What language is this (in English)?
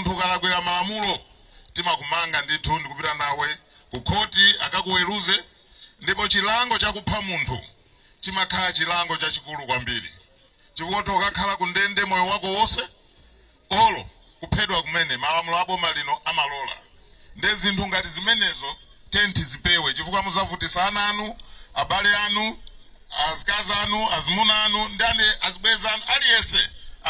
Nyanja